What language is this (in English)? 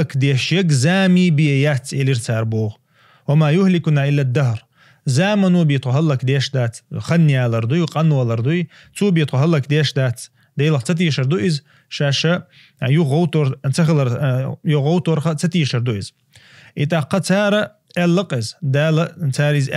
Chechen